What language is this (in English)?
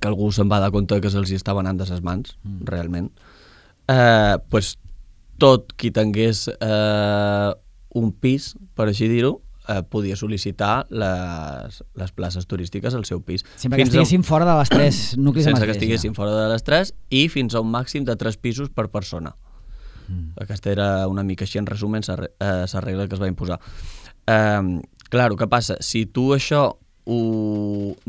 Catalan